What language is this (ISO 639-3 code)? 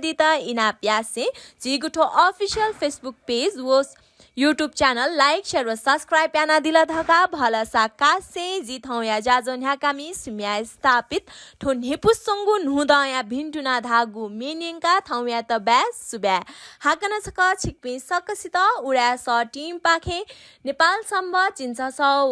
new